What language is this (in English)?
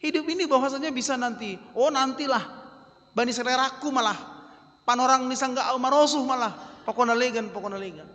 Batak Simalungun